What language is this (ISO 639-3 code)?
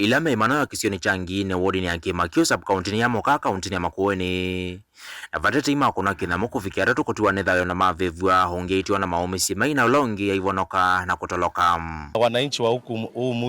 kam